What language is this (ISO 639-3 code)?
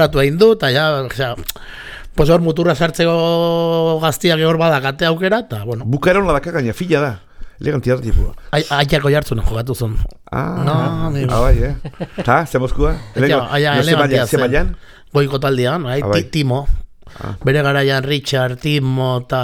eus